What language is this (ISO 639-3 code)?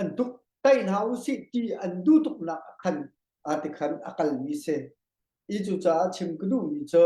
cnh